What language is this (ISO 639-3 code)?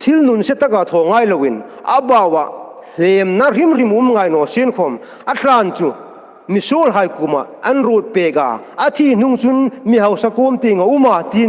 hmr